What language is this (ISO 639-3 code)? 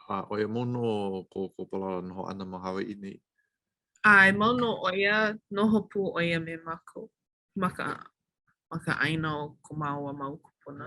haw